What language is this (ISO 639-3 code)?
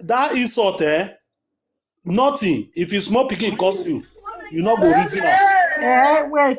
pcm